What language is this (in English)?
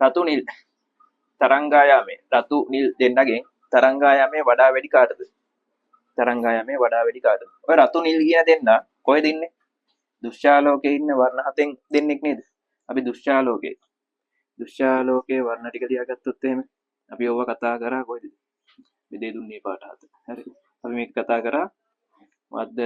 Sinhala